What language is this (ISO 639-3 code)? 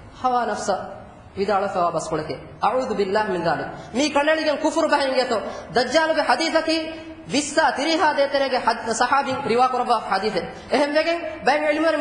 div